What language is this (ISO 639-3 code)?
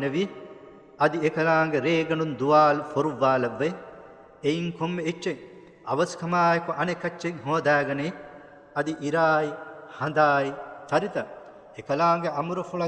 div